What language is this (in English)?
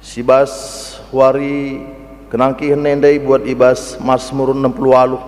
Batak Karo